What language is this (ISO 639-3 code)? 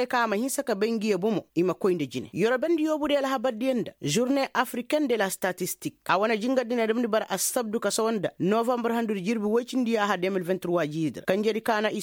ses